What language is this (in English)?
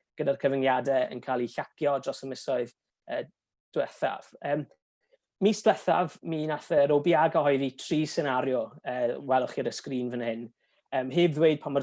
Welsh